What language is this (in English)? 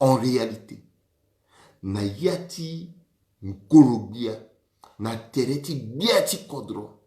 Sango